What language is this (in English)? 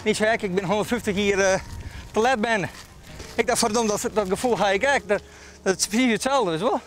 Western Frisian